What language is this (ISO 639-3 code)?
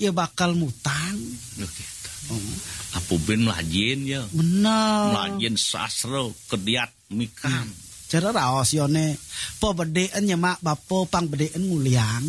ban